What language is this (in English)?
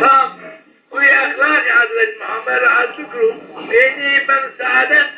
Zaza